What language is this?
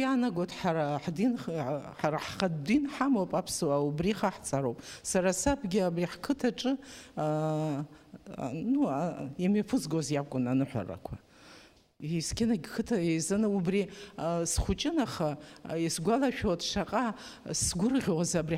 Abkhazian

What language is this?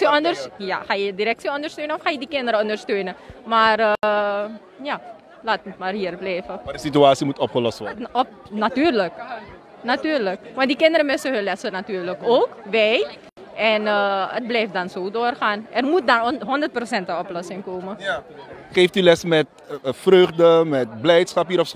Dutch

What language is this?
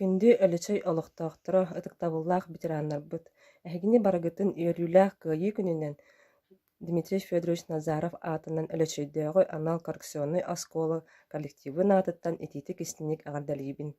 Yakut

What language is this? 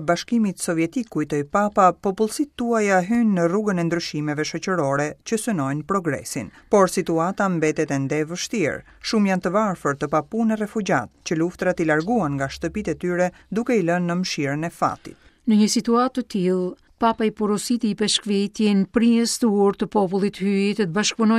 Albanian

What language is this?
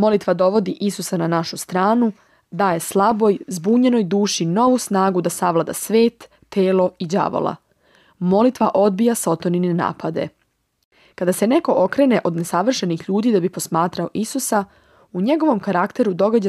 Serbian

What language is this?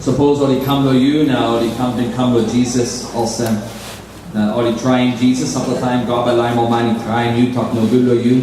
Tok Pisin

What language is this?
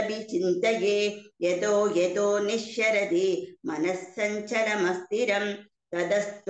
Sanskrit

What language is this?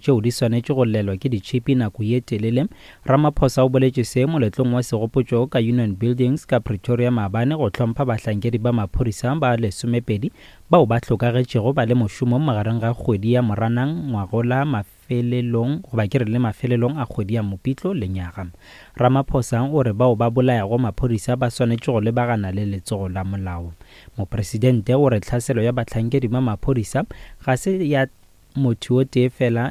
Northern Sotho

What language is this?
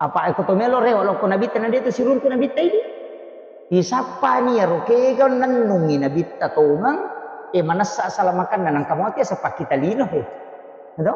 Buginese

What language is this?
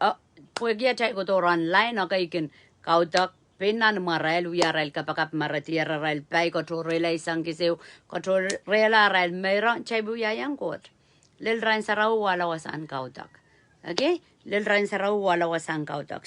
Pohnpeian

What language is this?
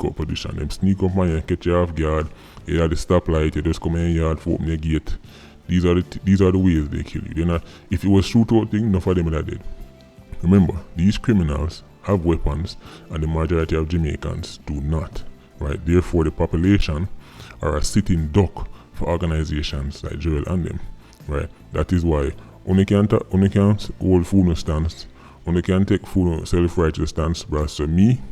Jamaican Creole English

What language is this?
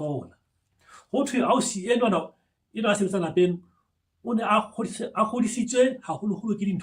Southern Sotho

